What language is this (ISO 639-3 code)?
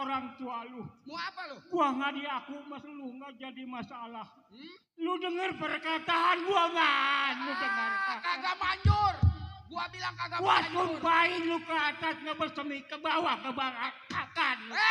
bew